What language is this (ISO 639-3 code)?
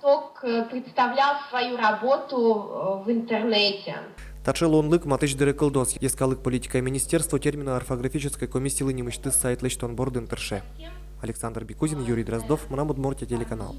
udm